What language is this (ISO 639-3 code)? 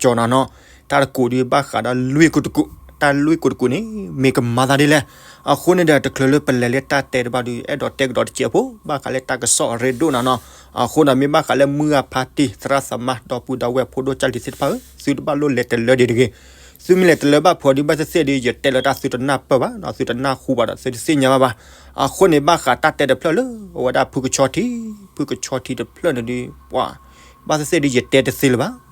ksw